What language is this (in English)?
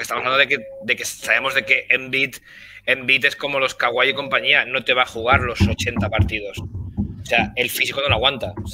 Spanish